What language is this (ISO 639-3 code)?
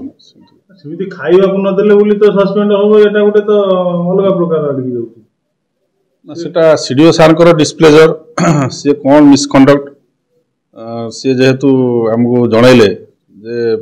ori